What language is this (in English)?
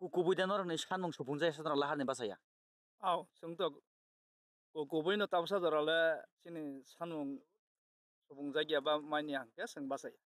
Kok Borok